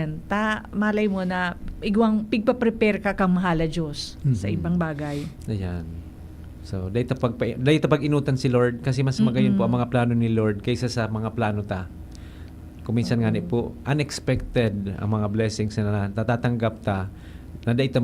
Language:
Bikol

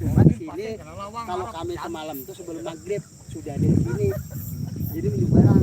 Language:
Banjar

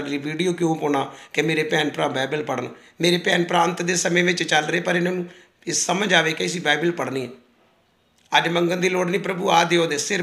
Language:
Punjabi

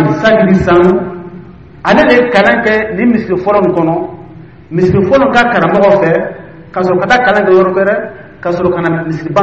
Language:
Dyula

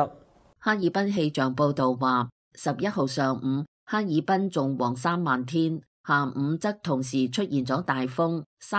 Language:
Cantonese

